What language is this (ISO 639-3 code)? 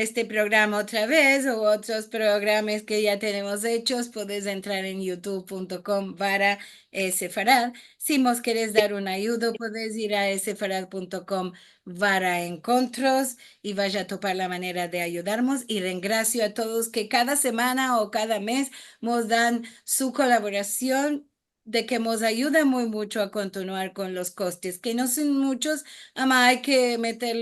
lad